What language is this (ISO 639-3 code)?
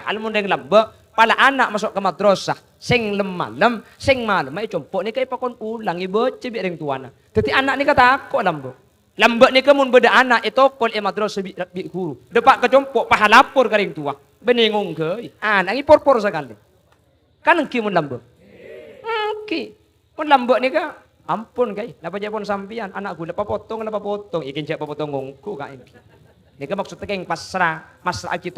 mad